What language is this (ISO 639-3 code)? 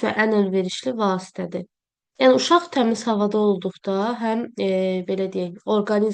aze